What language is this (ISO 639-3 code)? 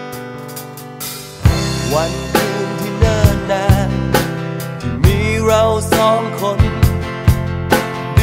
tha